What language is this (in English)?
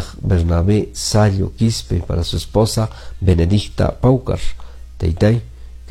Quechua